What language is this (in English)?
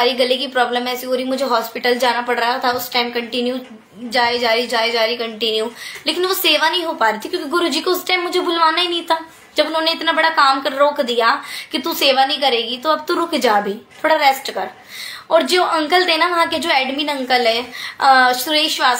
Hindi